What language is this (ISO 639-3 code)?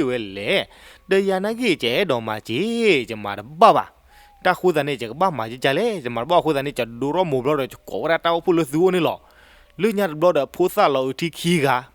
ksw